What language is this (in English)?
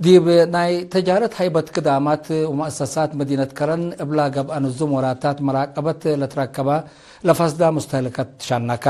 Tigre